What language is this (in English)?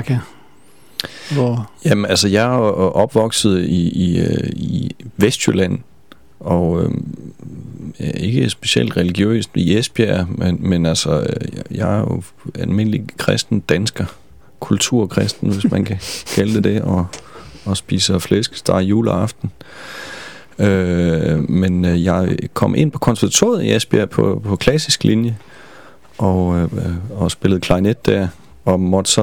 Danish